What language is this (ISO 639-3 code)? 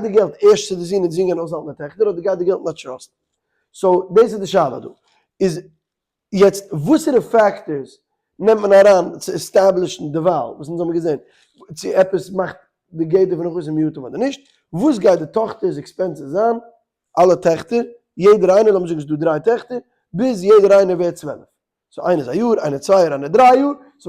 yid